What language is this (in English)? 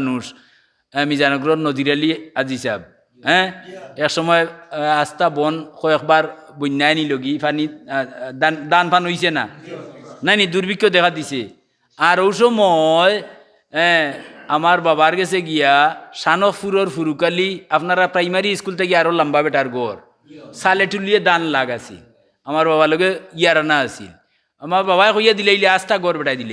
Sylheti